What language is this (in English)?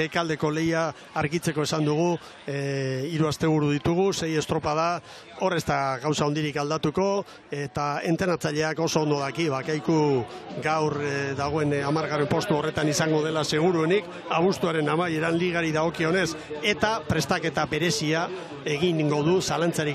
Basque